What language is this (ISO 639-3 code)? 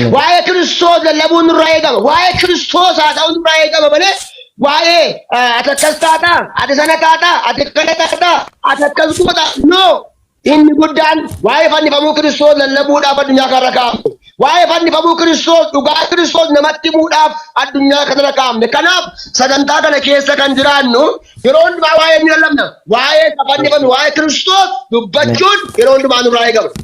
orm